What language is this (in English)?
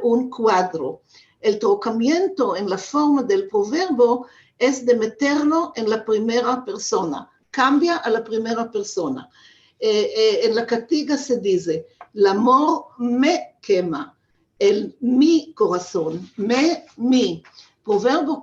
Ladino